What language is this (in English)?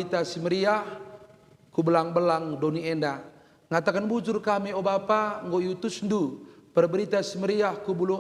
Batak Karo